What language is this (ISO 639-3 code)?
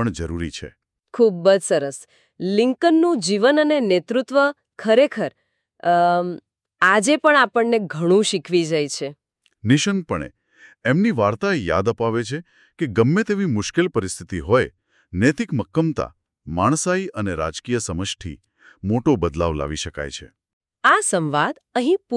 guj